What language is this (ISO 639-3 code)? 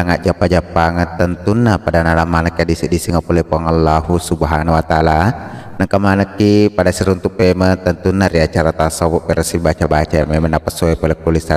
bug